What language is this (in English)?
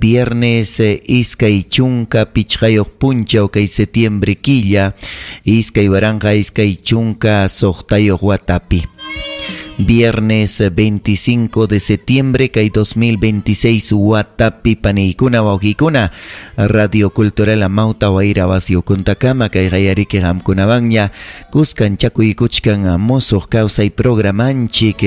Ayacucho Quechua